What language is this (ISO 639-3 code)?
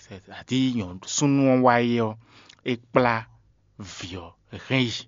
fon